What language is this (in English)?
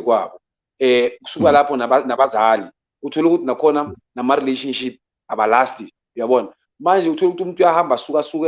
Zulu